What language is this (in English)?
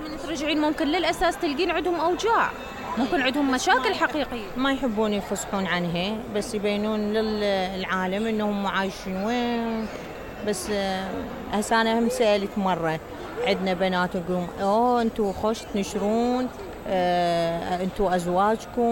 Mesopotamian Arabic